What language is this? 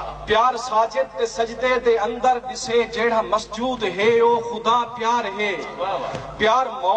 Saraiki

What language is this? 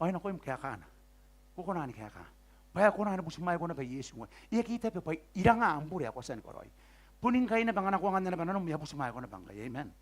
Gilbertese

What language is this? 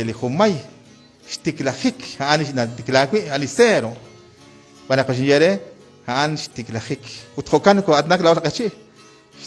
Kekchí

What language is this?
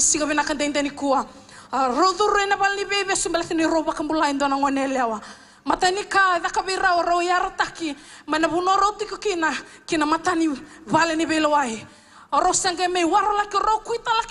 Fijian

